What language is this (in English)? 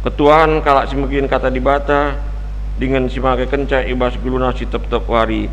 Batak Karo